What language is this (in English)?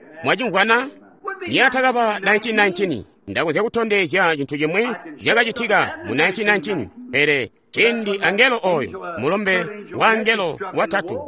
Tonga (Zambia)